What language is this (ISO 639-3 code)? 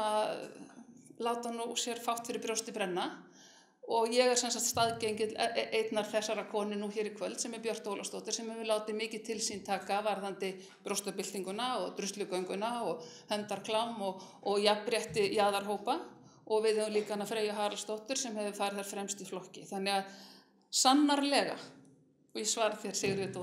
isl